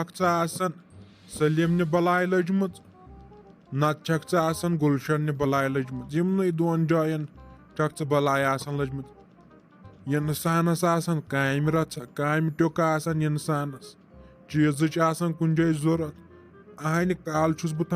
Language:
Kashmiri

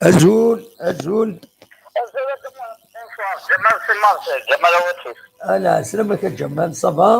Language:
Kabyle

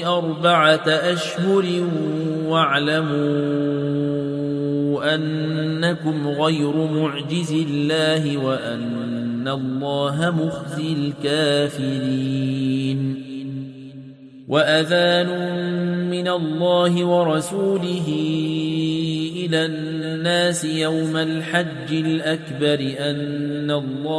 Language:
Arabic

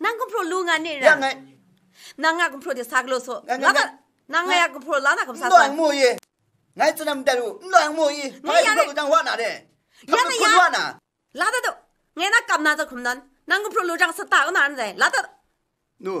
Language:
Kachin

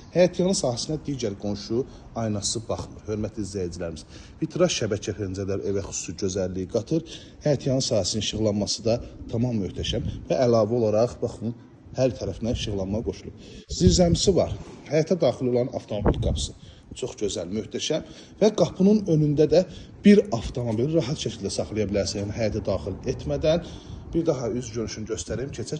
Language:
Azerbaijani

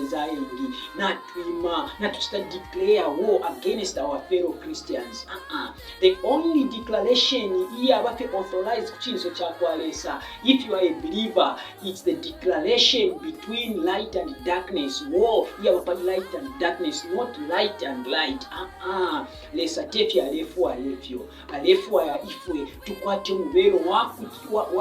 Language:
Bemba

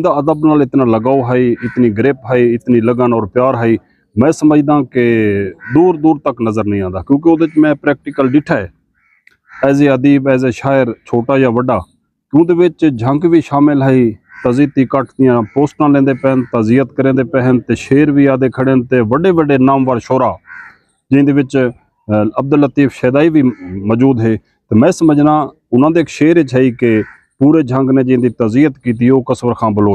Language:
Saraiki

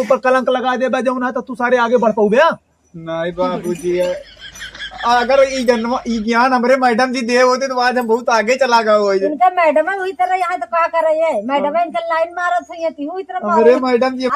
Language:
Awadhi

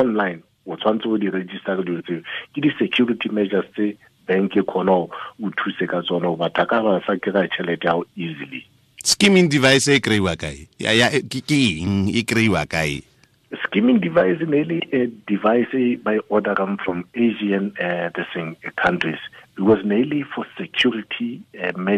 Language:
Southern Sotho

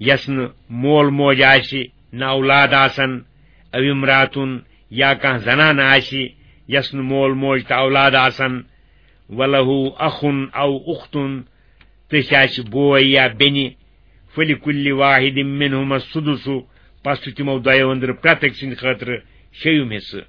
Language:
Kashmiri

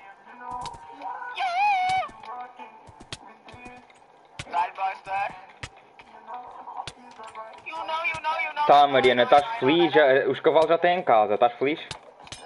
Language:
Portuguese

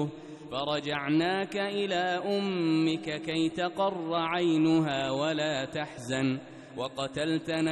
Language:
Arabic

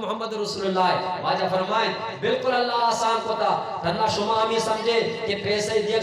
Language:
Eastern Balochi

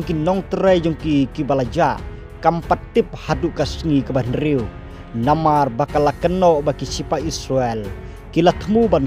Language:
Khasi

